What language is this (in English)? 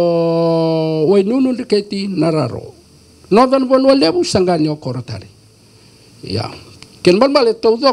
Fijian